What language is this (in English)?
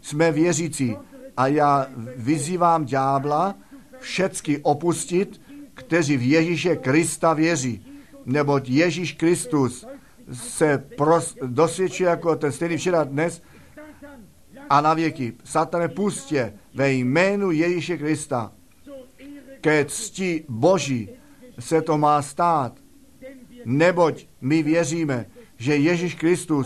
Czech